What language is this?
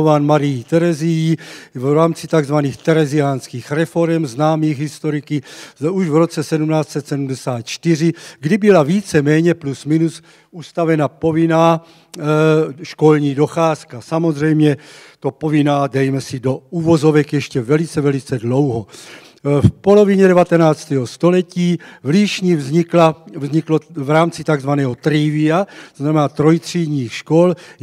Czech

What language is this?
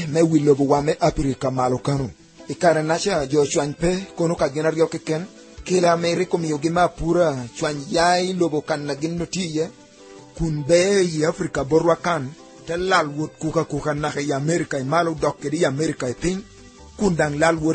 Lango (Uganda)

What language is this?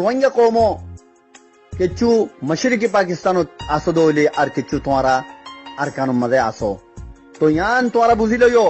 Rohingya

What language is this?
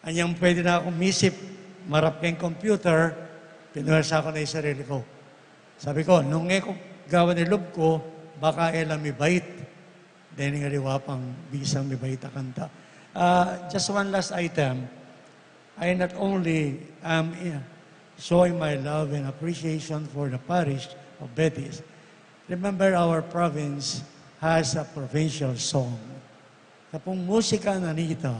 Pampanga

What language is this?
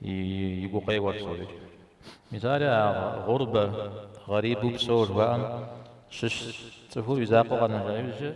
Kabardian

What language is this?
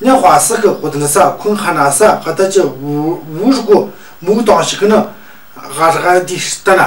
Tu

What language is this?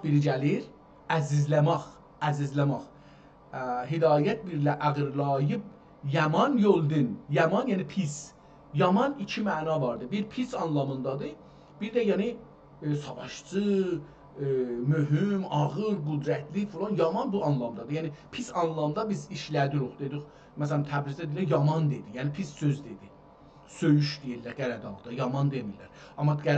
South Azerbaijani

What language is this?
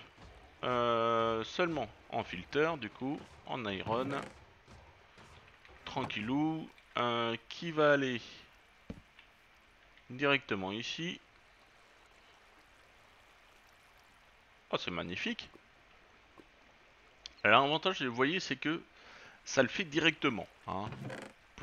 French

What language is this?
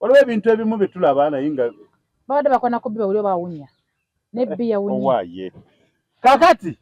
Ganda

